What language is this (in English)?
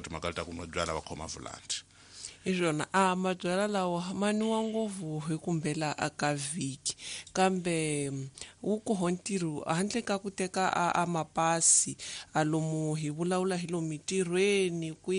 Tsonga